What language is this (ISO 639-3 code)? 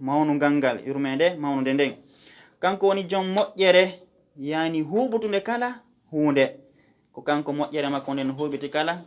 ful